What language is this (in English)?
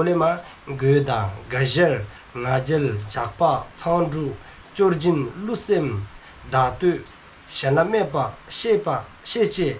Dzongkha